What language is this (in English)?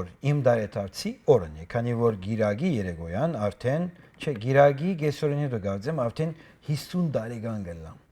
Western Armenian